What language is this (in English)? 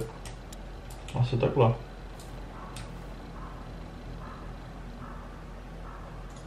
Czech